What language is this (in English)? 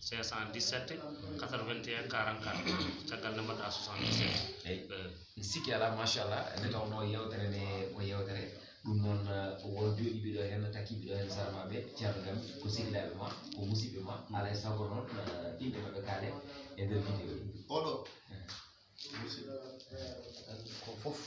Fula